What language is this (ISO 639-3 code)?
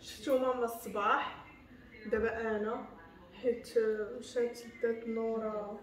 ary